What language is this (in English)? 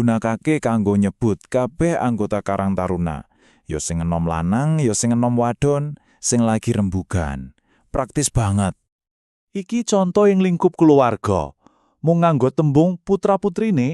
Javanese